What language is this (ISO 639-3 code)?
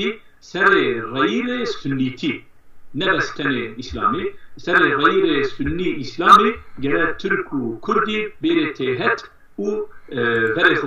zza